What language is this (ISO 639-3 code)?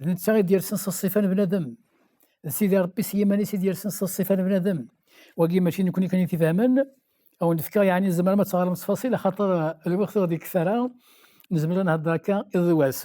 kab